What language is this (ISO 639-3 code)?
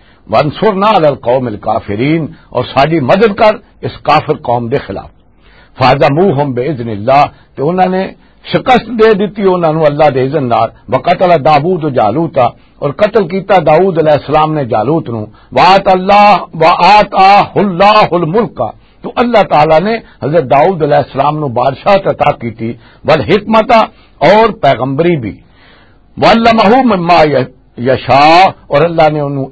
lah